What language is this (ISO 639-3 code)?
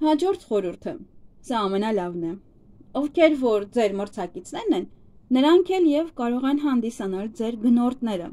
hye